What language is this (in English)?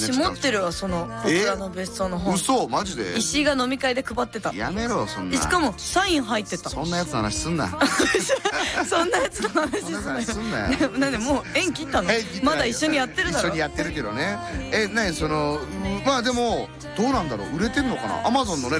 Japanese